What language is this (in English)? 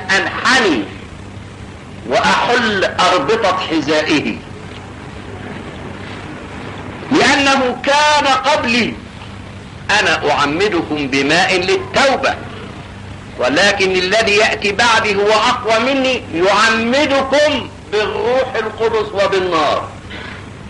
Egyptian Arabic